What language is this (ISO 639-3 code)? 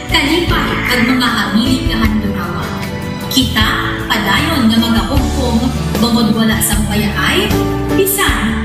hil